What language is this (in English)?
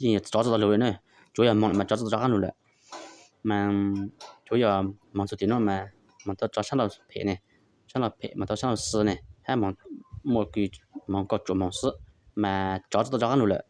Hmong